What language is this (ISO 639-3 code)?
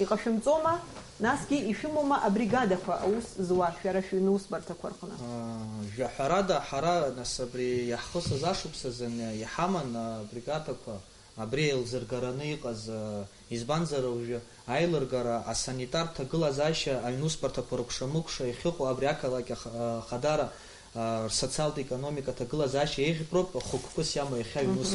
abk